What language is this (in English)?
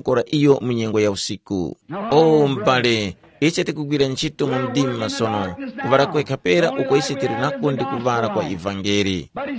Tumbuka